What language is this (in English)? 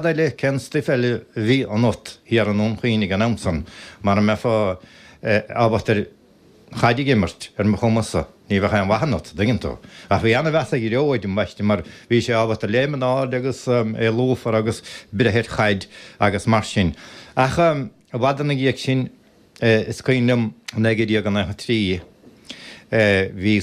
Irish